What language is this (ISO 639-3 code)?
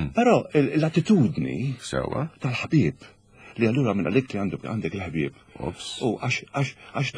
mlt